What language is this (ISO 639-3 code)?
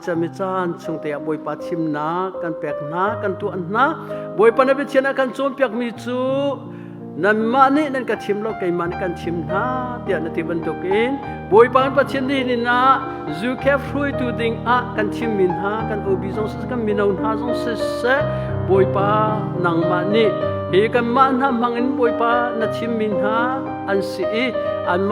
cnh